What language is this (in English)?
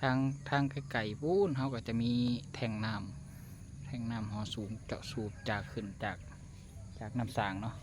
Lao